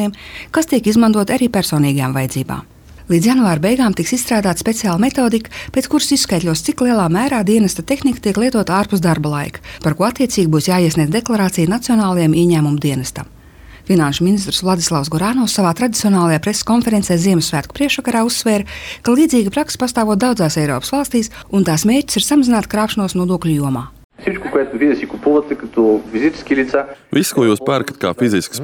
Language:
Latvian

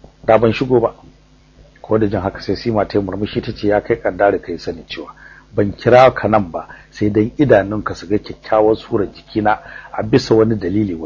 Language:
Hausa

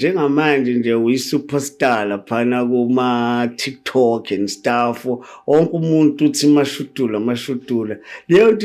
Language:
Zulu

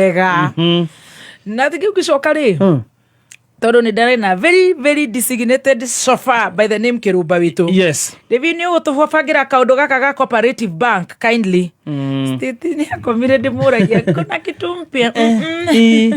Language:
Kikuyu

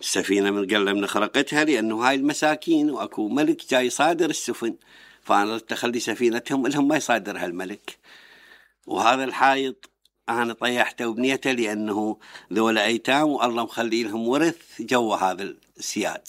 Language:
Mesopotamian Arabic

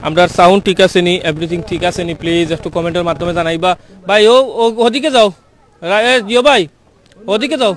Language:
Sylheti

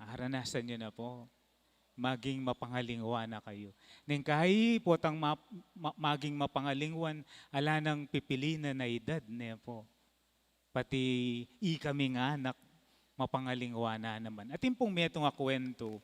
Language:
Pampanga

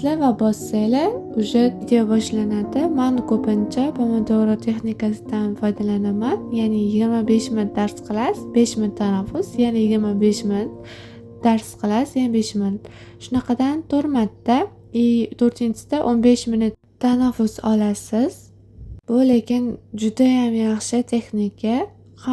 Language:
Uzbek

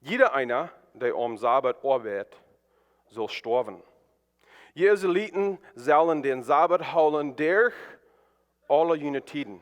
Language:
Plautdietsch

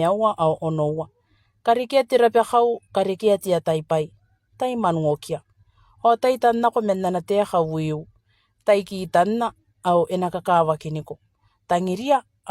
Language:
Gilbertese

